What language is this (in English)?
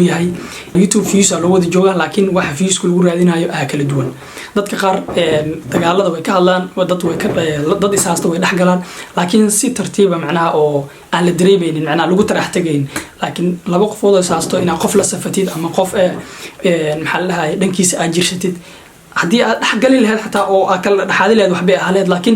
Somali